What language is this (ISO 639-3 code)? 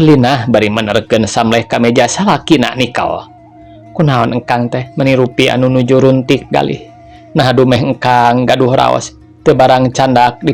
sun